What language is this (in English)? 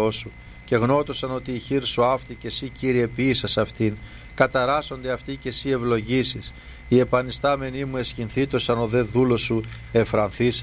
Greek